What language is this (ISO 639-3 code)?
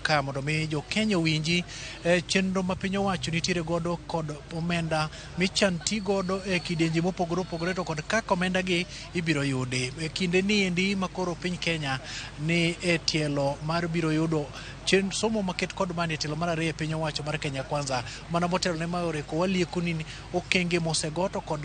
luo